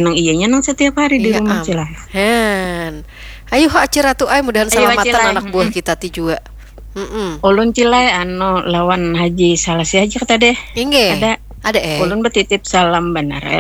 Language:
Banjar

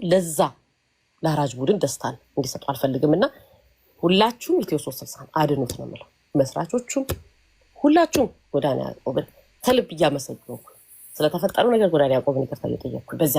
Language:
Amharic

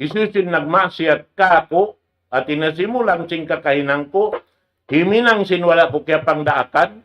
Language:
Tausug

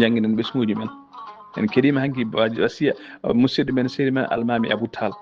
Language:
Fula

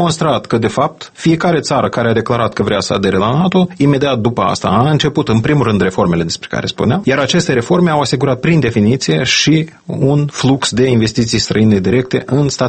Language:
Romanian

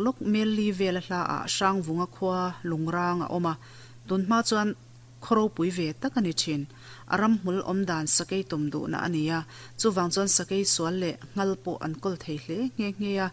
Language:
Mizo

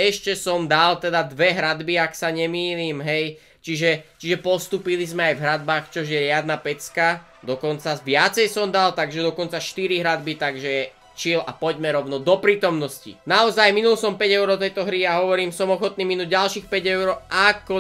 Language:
Slovak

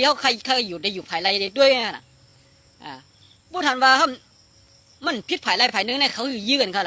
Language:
Shan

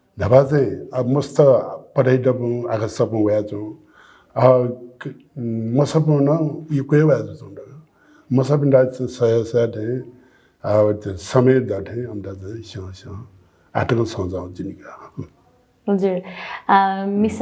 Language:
Newari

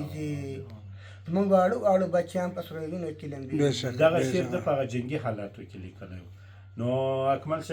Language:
Pashto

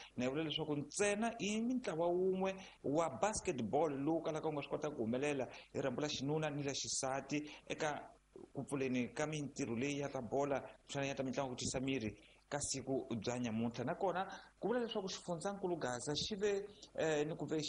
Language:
Tsonga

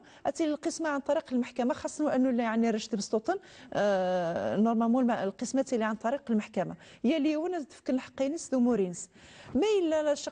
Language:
Kabyle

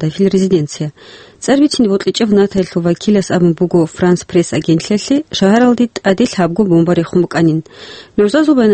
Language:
Avaric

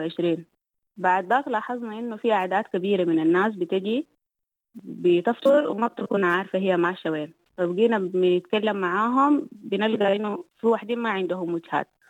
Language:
Sudanese Arabic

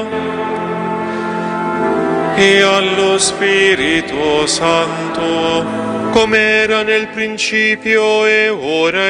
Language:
Italian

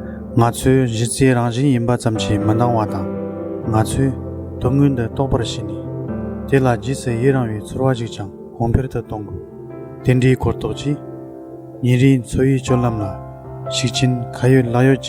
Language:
Tibetan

